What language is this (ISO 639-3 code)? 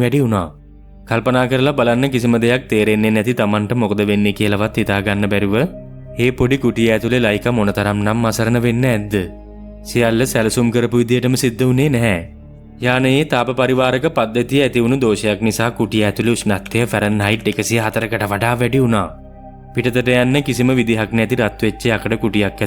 sin